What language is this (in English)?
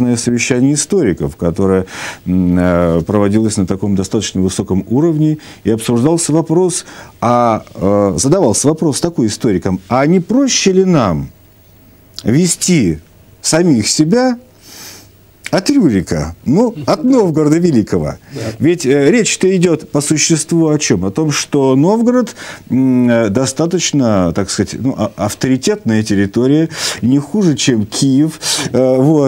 Russian